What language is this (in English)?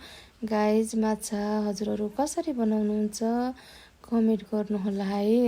Nepali